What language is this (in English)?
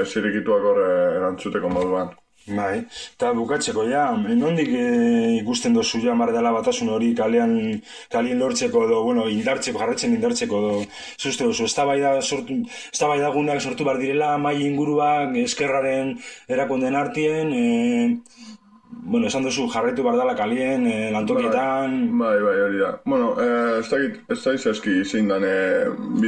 Basque